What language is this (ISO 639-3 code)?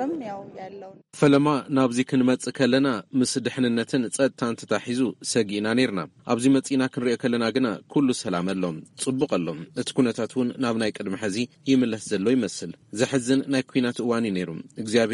tir